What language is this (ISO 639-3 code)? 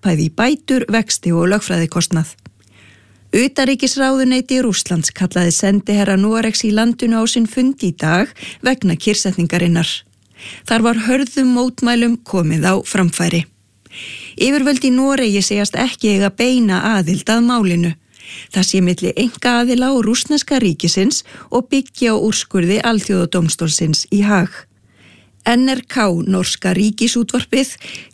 isl